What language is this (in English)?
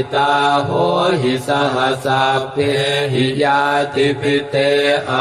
Pali